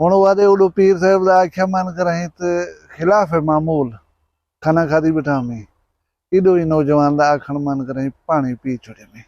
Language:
Saraiki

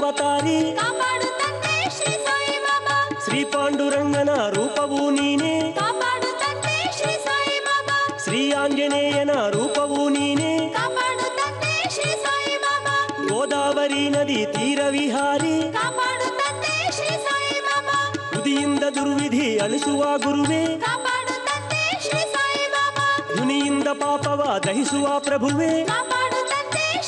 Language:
Kannada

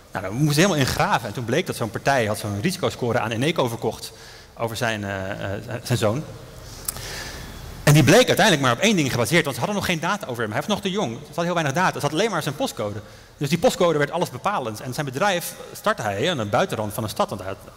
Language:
Dutch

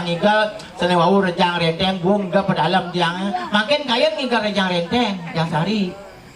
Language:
Balinese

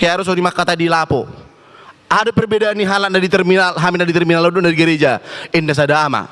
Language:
Batak Toba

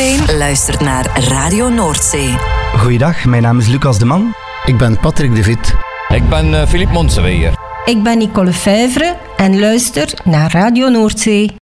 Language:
Dutch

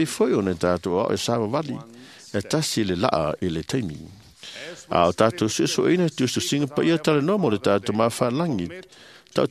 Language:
Samoan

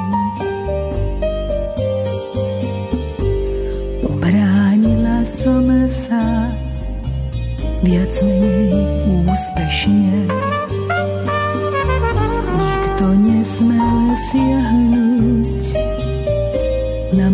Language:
Slovak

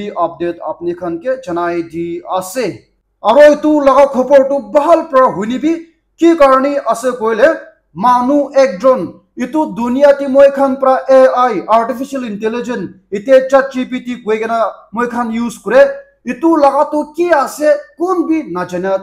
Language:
Naga Pidgin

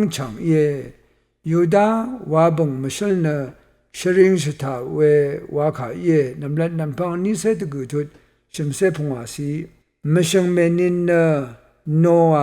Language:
Rawang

